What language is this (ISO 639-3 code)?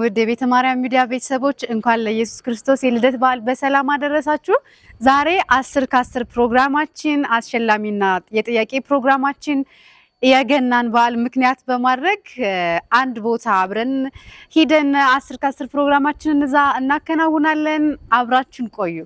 amh